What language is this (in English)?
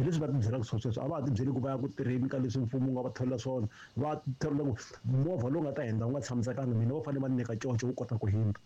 Tsonga